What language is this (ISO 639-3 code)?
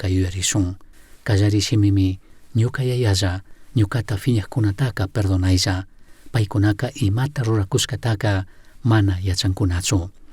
qug